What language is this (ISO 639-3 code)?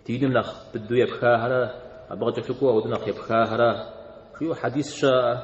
kbd